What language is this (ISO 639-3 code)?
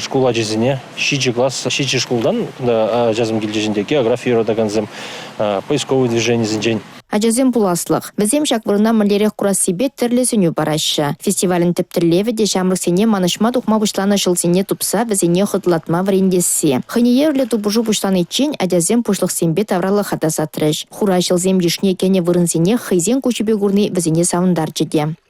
chv